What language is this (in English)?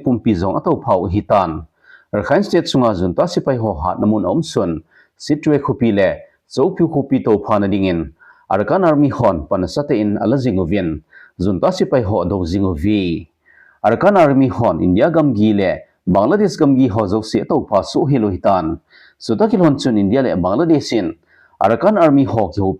Thado Chin